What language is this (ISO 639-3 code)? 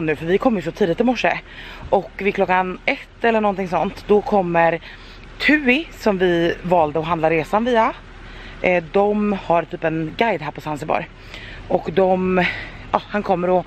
swe